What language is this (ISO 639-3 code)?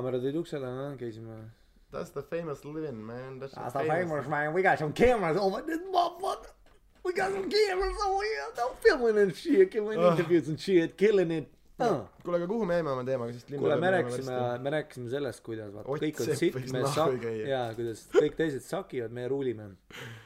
est